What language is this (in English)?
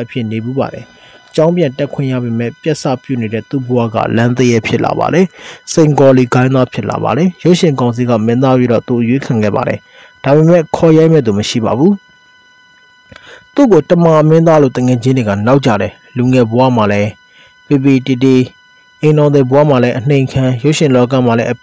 Burmese